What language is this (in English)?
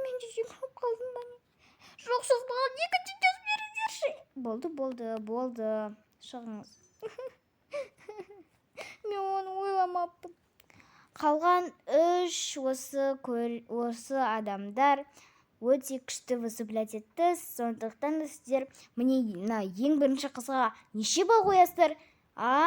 Kazakh